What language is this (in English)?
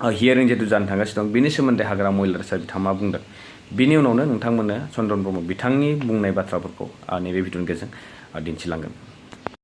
Bodo